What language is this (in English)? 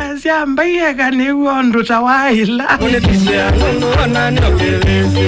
Kamba